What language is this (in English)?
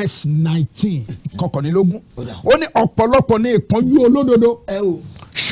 Yoruba